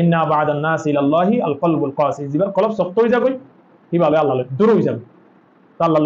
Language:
Rohingya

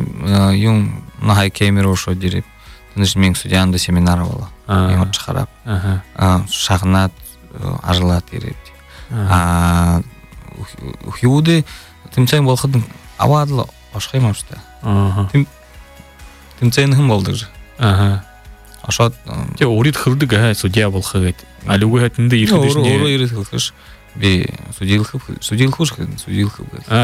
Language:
Buriat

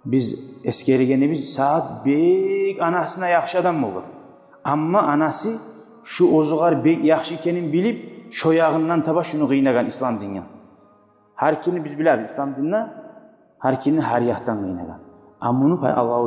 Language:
Kumyk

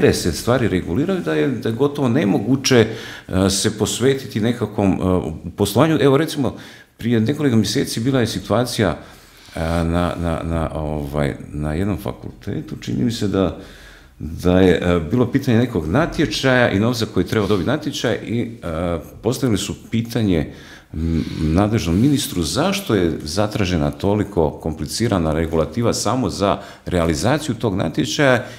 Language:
Croatian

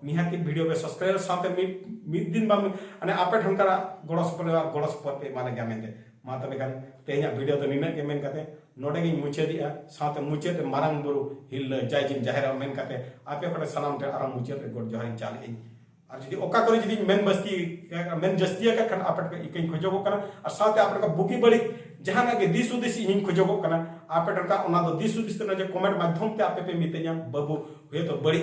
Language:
Santali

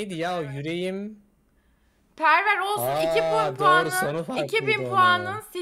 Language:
Turkish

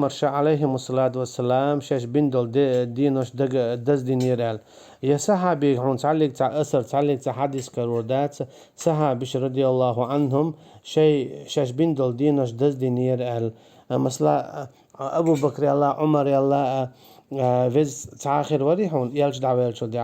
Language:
Chechen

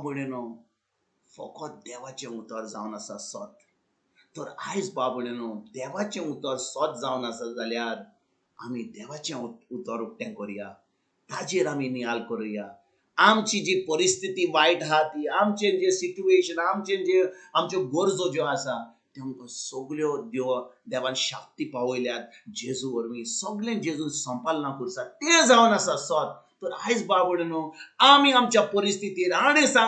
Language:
Konkani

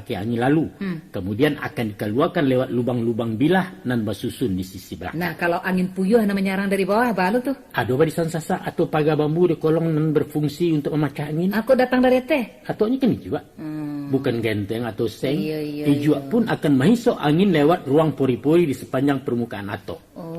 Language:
Minangkabau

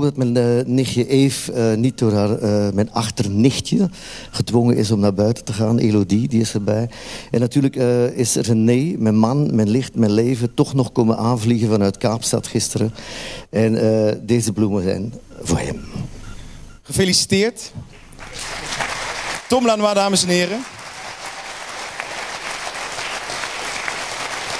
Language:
Dutch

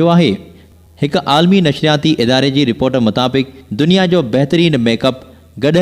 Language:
Sindhi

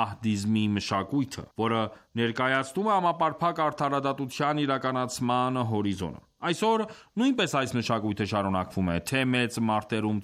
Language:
Armenian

